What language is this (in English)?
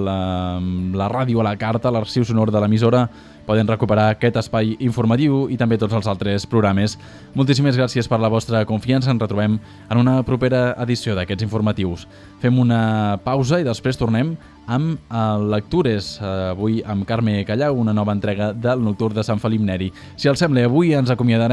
Catalan